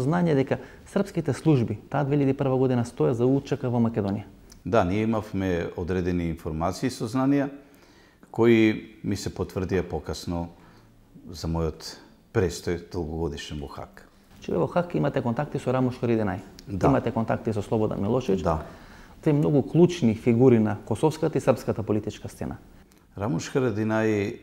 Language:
Macedonian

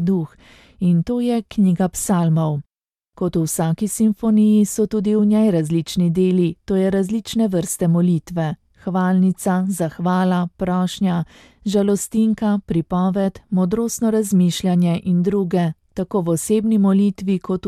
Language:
Slovenian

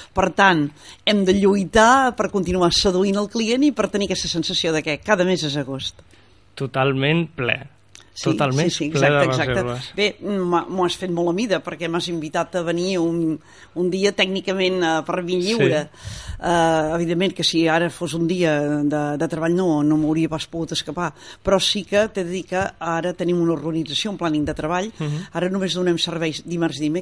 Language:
Catalan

